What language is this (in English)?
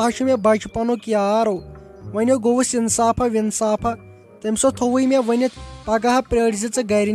Kashmiri